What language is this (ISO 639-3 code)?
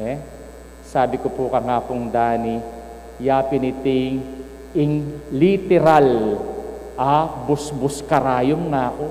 pam